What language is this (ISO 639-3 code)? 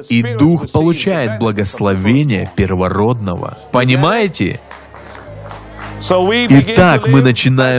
rus